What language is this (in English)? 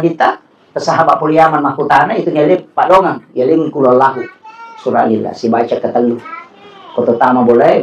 Buginese